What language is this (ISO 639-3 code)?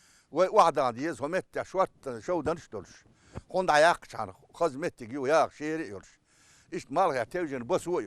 che